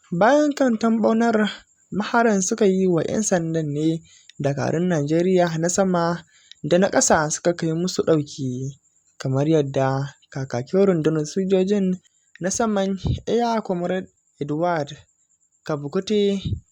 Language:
Hausa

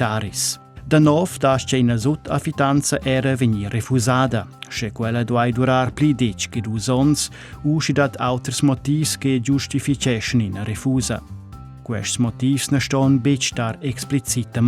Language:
Romansh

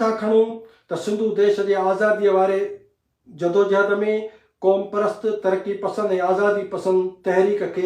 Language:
Sindhi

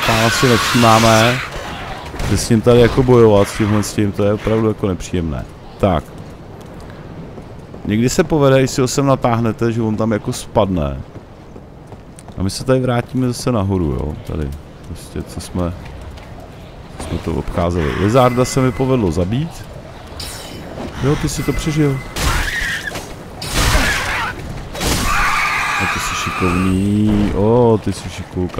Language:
Czech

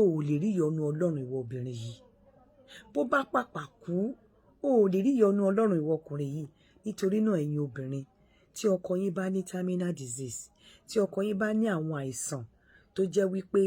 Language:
Yoruba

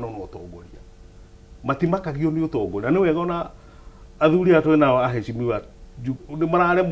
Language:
Kikuyu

